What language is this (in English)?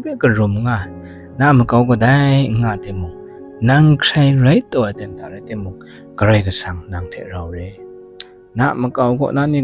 Kachin